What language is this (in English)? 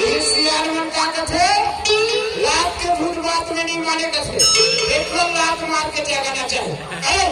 Chhattisgarhi